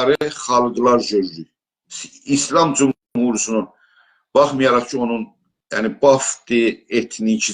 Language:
South Azerbaijani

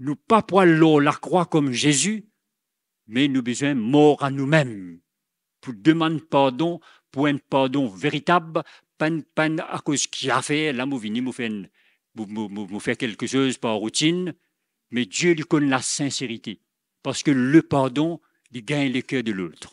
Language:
Morisyen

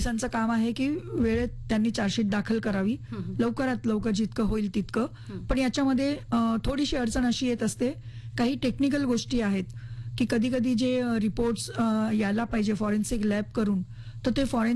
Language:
Marathi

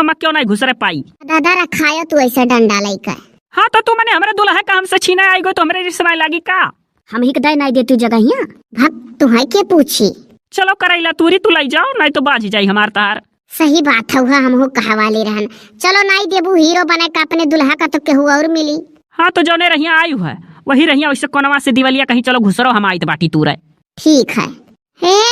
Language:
Awadhi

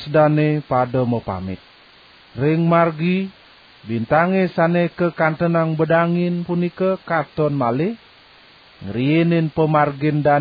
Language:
Balinese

